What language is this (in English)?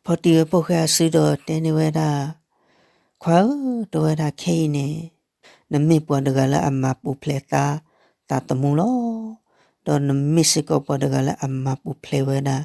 S'gaw Karen